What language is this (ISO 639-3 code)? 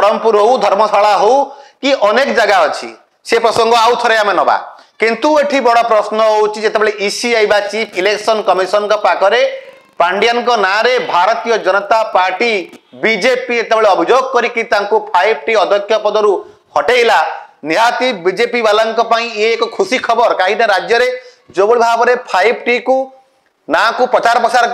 ori